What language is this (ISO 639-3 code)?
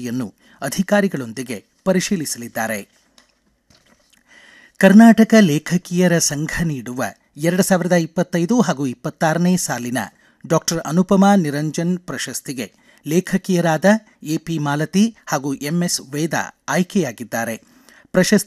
kan